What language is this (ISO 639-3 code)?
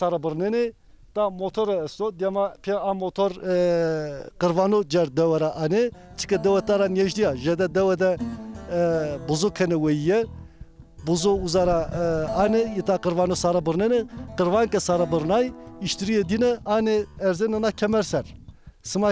zza